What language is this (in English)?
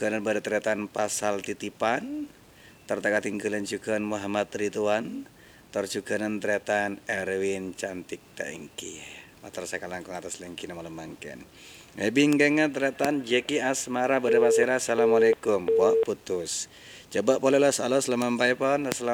Madurese